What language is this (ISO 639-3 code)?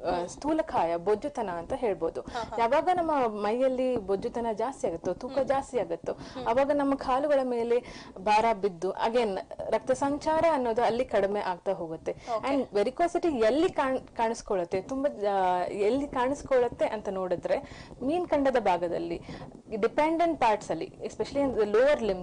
kan